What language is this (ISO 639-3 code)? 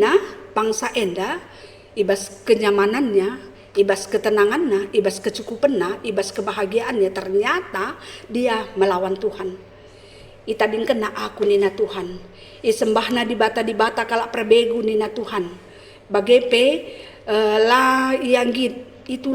btx